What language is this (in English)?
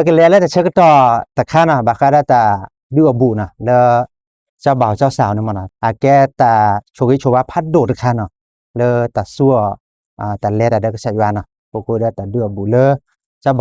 S'gaw Karen